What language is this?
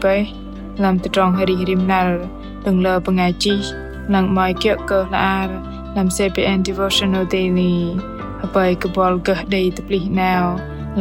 Bahnar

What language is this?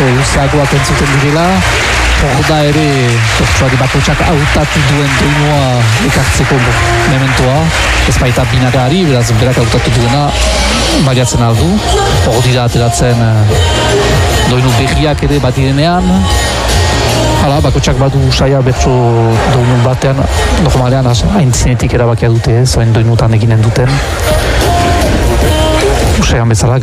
Basque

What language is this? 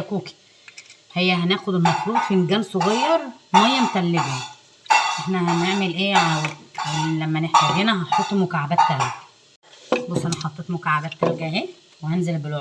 Egyptian Arabic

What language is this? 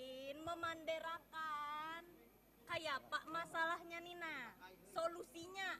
Banjar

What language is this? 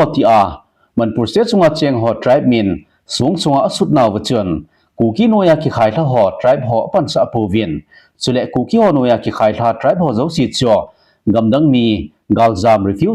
Thado Chin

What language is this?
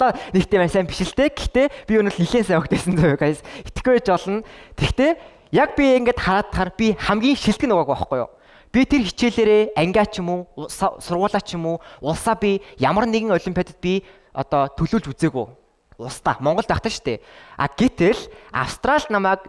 Mongolian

